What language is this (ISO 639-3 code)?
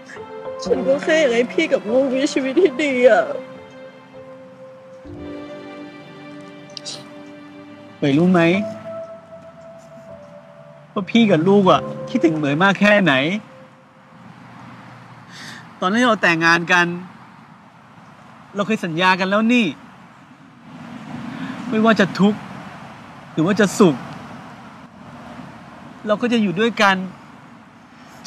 tha